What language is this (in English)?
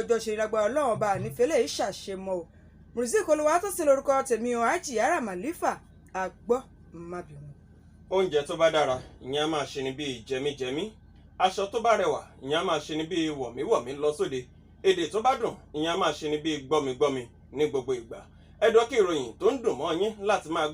Yoruba